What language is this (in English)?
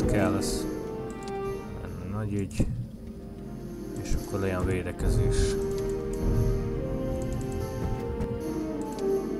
Hungarian